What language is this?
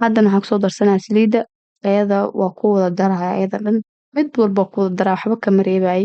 Somali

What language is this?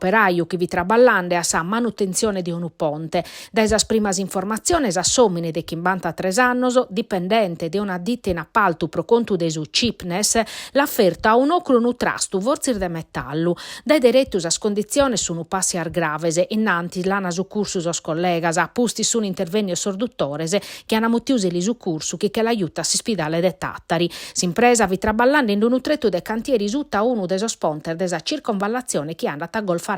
Sardinian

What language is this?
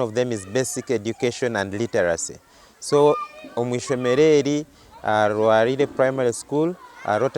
Nyankole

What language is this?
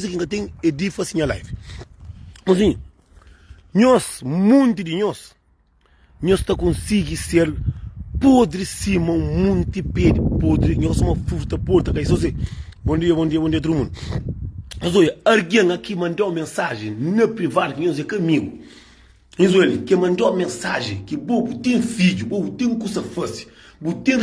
Kabuverdianu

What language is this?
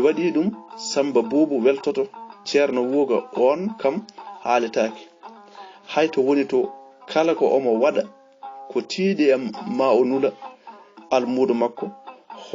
Fula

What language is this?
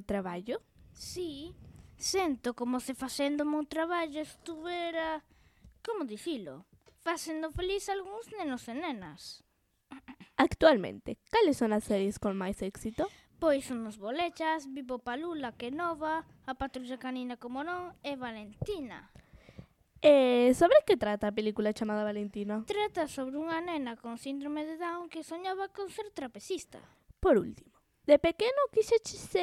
Galician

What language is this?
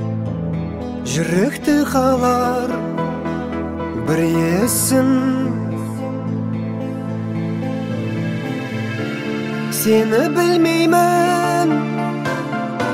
Kazakh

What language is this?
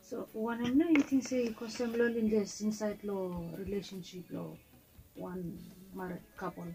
Bislama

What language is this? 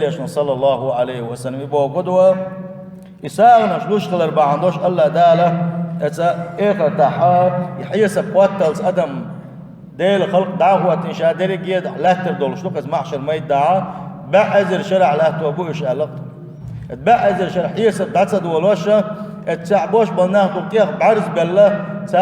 Chechen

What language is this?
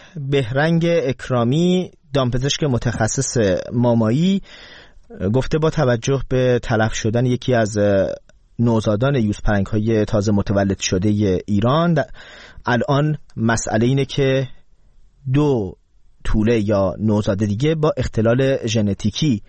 Persian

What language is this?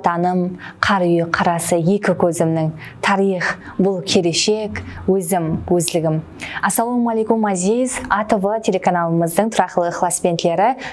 Kara-Kalpak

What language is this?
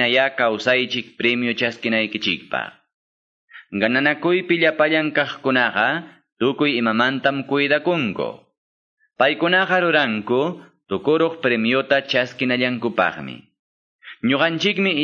Quechua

